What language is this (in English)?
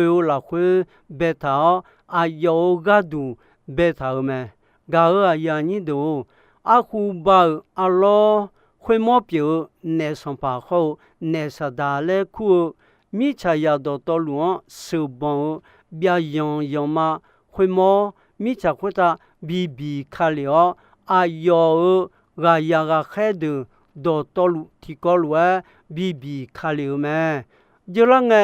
Akha